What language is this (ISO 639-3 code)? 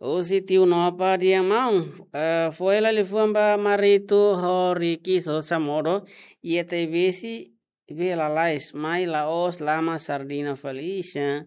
tet